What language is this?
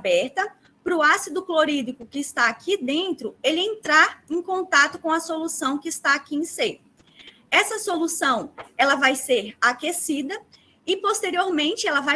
Portuguese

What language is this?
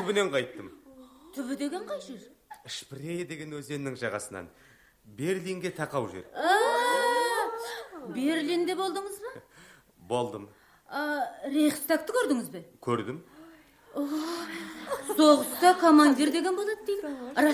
Kazakh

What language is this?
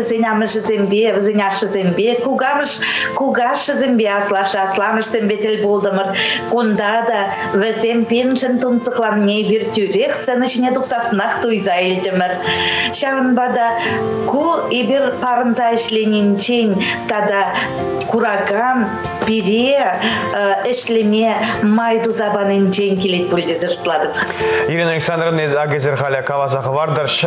Chuvash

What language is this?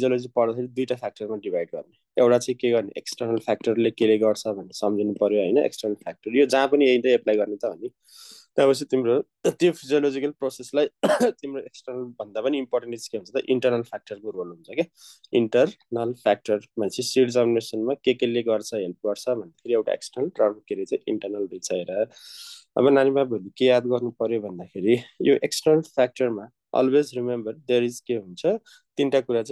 Nepali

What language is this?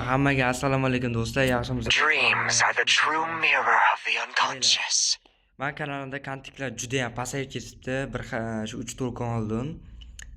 Uzbek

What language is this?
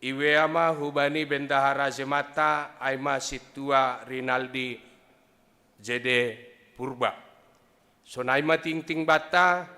Batak Simalungun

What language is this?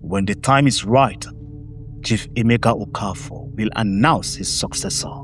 Nigerian Pidgin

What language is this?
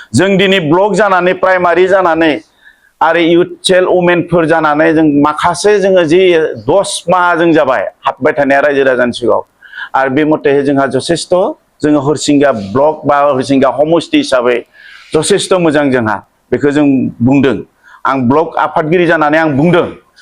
Bodo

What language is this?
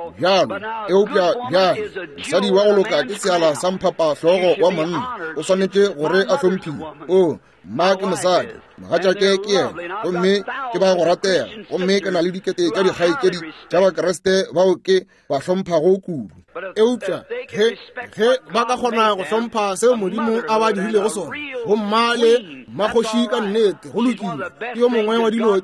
Northern Sotho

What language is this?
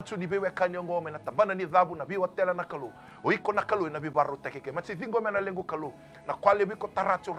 Fijian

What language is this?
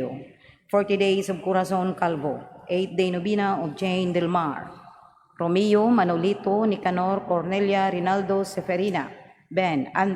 Cebuano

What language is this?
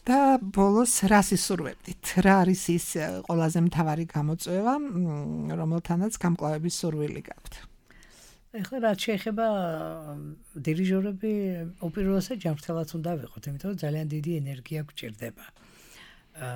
Georgian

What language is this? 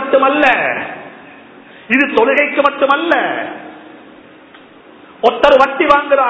Tamil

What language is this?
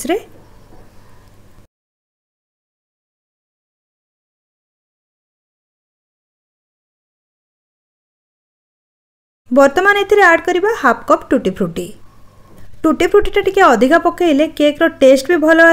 Odia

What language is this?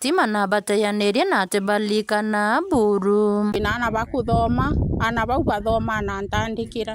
Meru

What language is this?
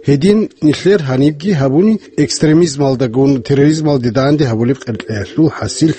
Avaric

